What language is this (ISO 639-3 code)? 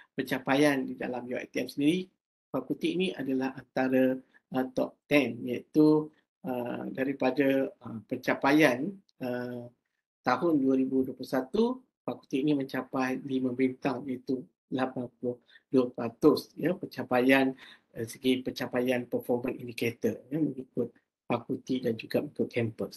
msa